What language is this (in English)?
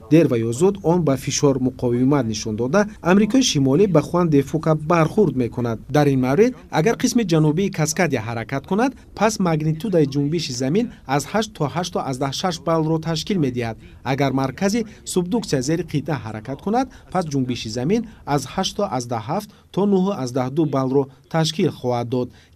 Tajik